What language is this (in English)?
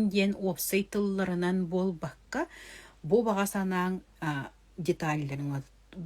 Yakut